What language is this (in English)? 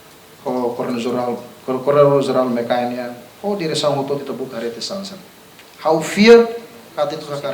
Tetum